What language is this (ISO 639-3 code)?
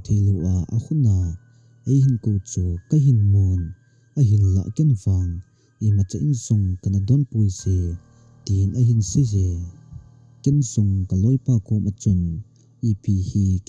tcz